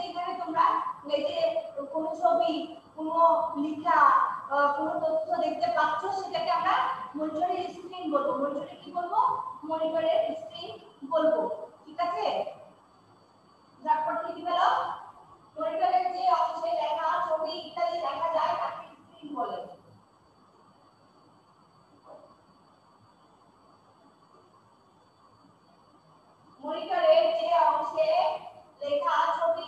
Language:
Bangla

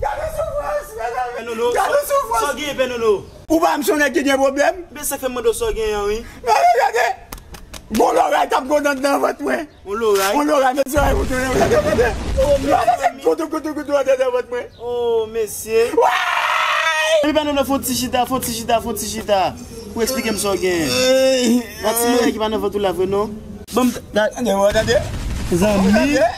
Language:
Haitian Creole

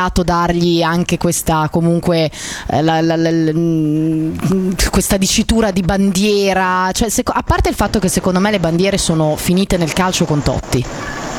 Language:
Italian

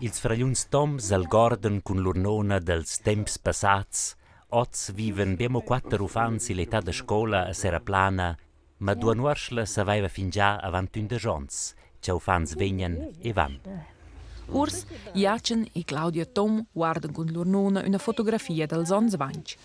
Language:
Romansh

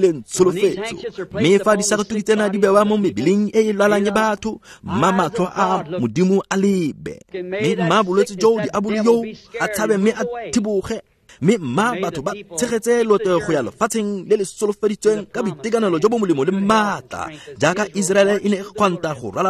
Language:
Tswana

